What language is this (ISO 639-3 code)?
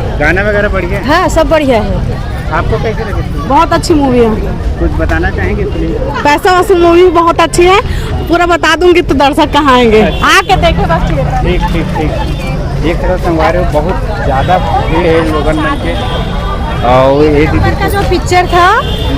hne